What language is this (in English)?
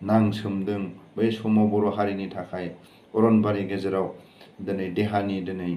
Bodo